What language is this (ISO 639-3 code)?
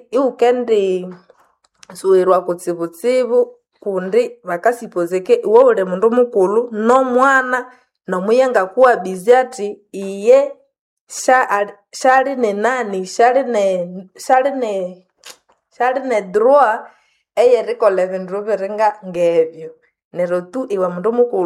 nnb